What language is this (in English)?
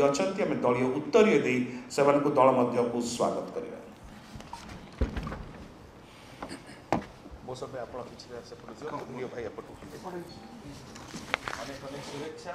Odia